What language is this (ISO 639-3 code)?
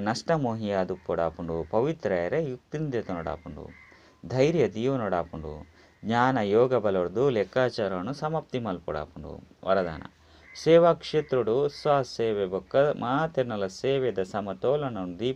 tcy